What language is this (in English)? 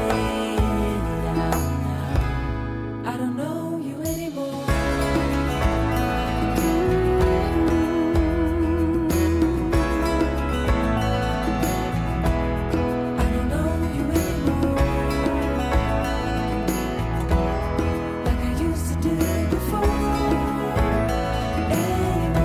Estonian